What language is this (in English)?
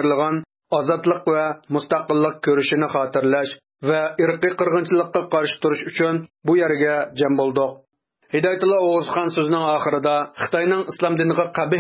Uyghur